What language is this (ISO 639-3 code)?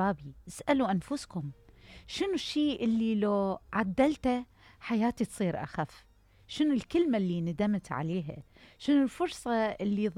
acm